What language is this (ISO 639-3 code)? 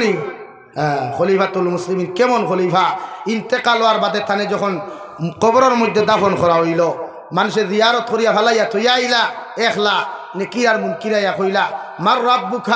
syl